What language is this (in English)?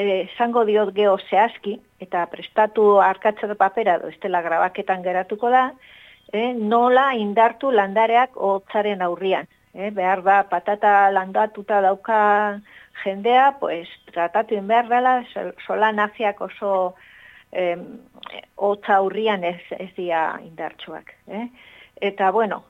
Basque